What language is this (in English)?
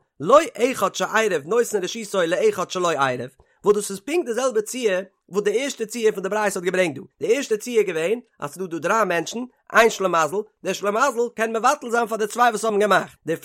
Yiddish